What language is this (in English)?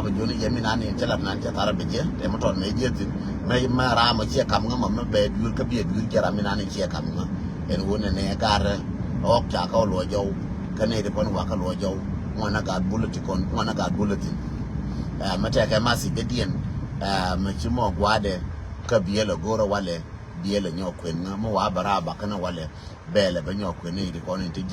Nuer